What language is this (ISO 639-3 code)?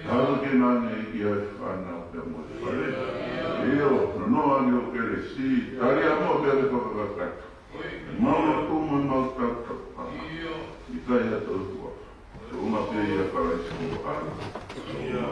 ton